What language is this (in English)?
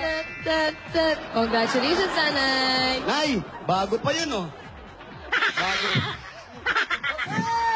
Filipino